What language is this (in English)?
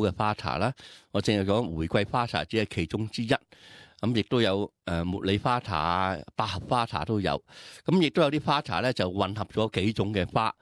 Cantonese